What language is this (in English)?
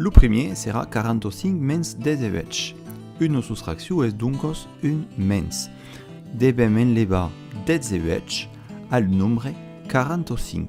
Occitan